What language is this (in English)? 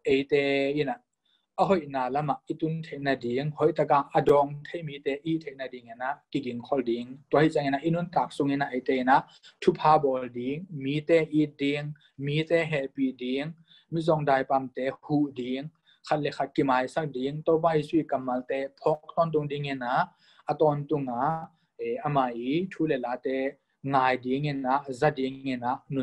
Tedim Chin